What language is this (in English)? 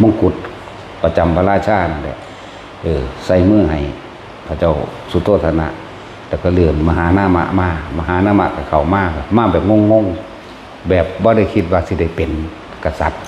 Northeastern Thai